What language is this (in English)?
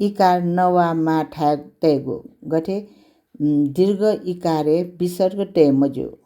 Newari